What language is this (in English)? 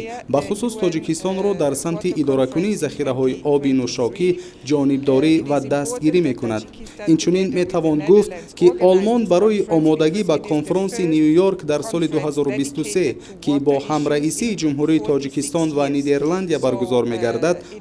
Tajik